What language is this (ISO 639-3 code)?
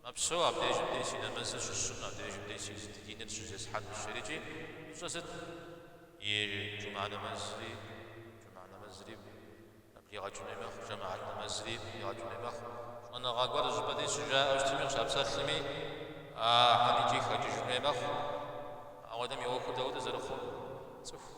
kbd